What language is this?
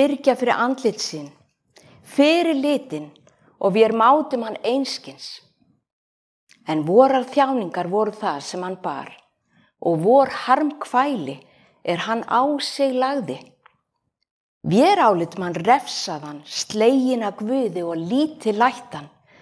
Icelandic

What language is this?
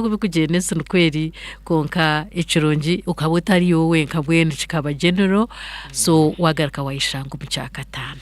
Nyankole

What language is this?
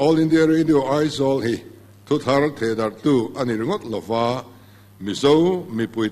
Mizo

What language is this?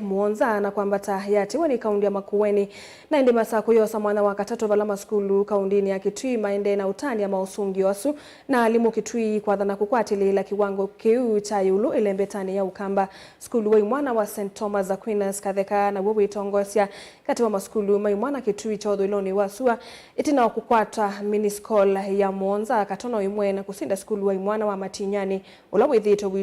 Kamba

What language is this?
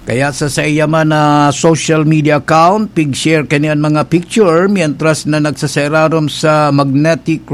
Bikol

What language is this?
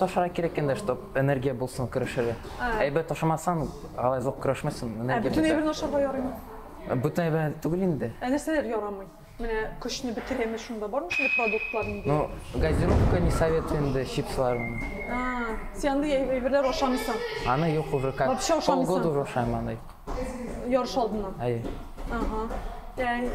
Tatar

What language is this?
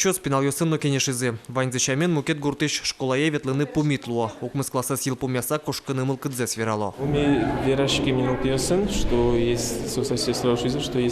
Udmurt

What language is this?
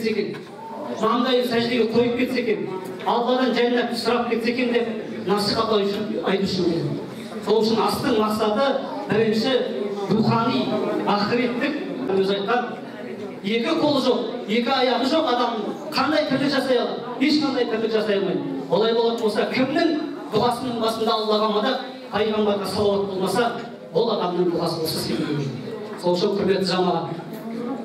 Kazakh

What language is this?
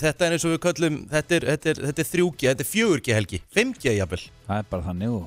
Icelandic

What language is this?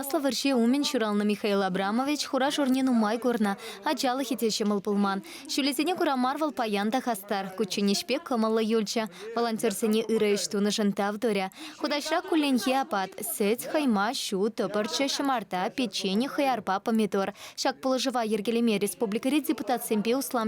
Chuvash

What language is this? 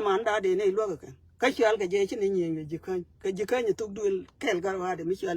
Nuer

